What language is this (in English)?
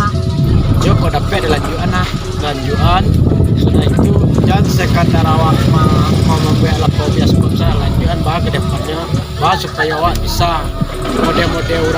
Minangkabau